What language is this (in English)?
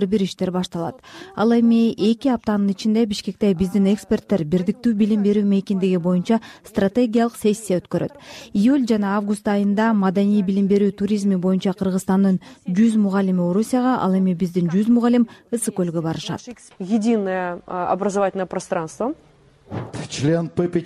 Kyrgyz